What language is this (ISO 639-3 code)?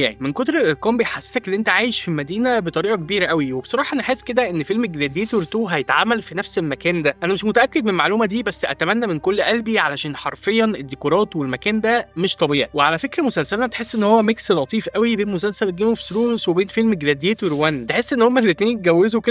arz